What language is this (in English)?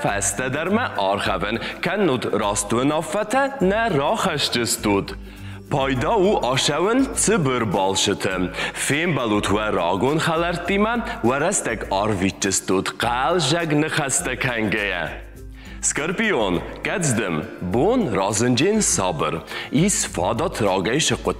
Ossetic